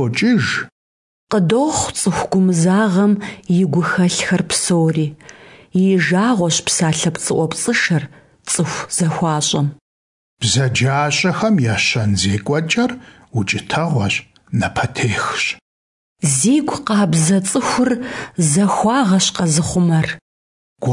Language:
Kabardian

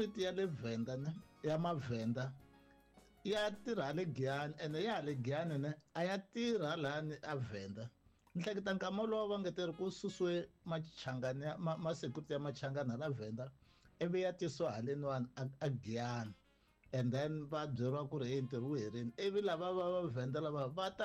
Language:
Tsonga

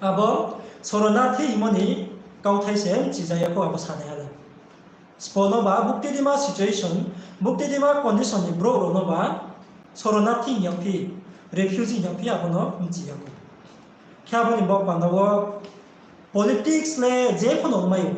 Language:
Riang (India)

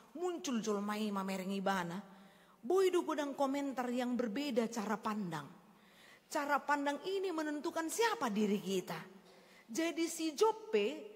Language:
Batak Toba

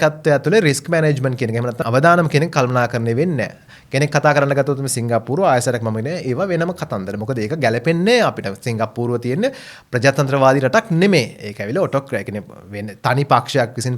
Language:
Sinhala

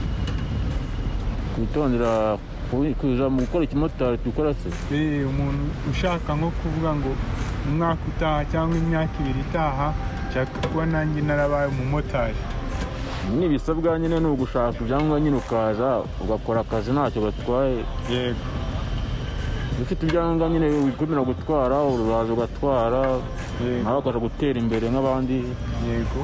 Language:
Kinyarwanda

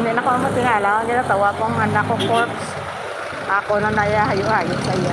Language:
Hiligaynon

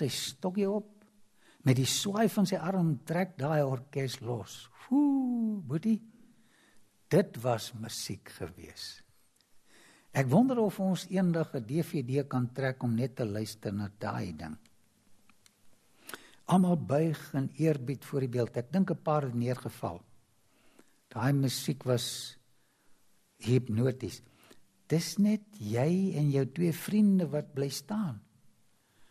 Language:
Afrikaans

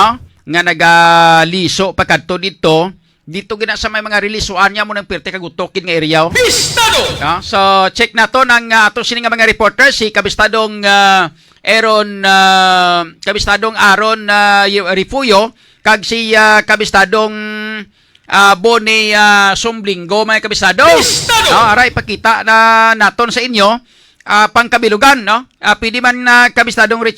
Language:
Hiligaynon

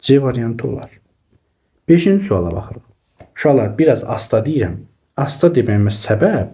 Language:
Azerbaijani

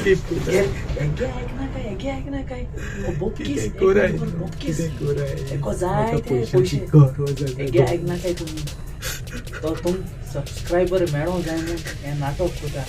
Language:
Konkani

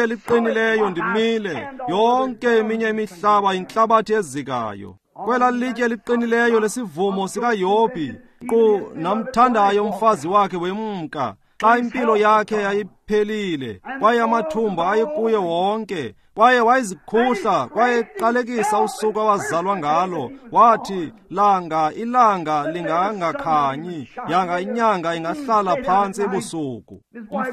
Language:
Xhosa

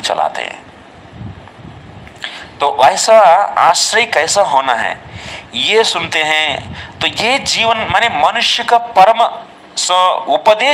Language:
Hindi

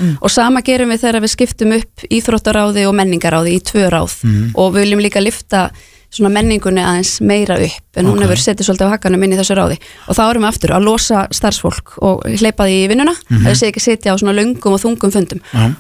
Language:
Icelandic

